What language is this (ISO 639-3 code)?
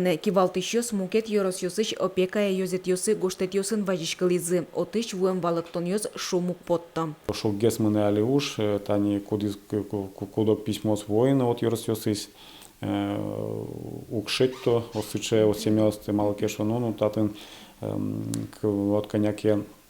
udm